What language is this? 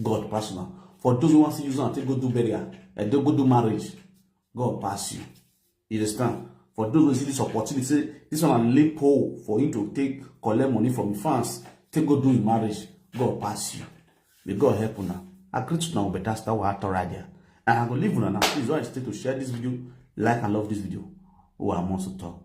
Nigerian Pidgin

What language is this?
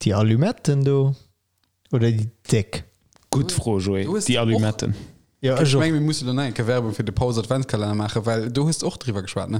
Luxembourgish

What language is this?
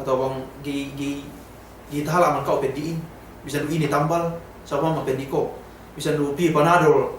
Yakan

